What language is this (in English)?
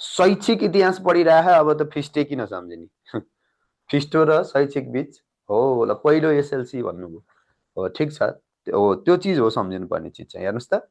Nepali